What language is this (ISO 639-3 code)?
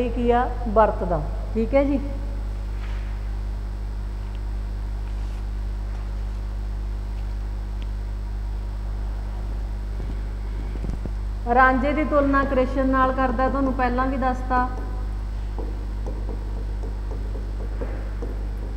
pan